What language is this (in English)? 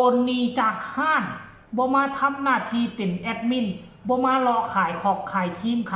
Northeastern Thai